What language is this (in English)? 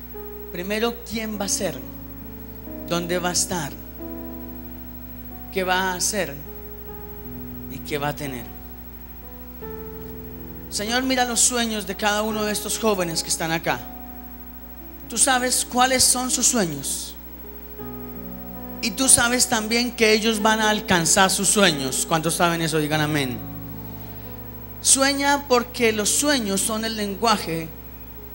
Spanish